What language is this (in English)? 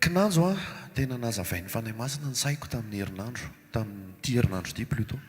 Malagasy